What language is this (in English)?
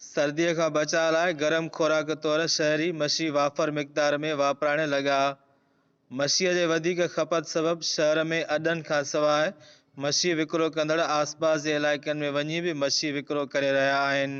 Sindhi